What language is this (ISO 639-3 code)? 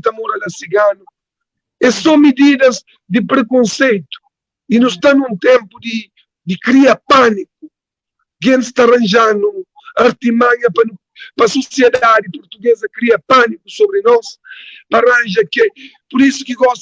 kea